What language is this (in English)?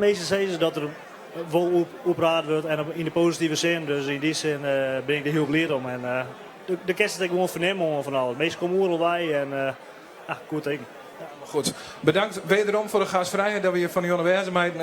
Western Frisian